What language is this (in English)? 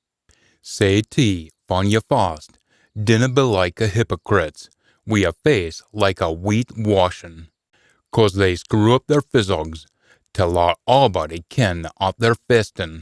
Scots